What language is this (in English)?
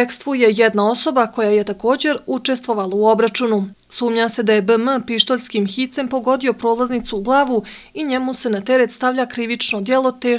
Croatian